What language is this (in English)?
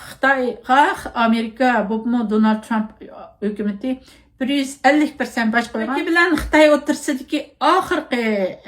Uyghur